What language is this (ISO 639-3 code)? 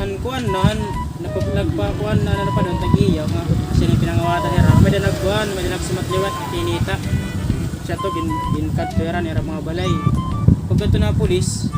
war